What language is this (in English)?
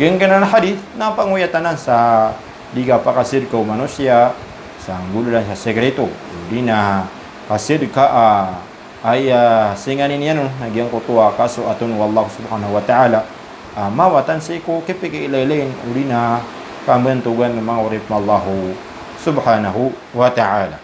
Maranao